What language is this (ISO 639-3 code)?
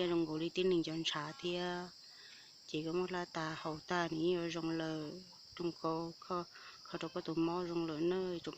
hmn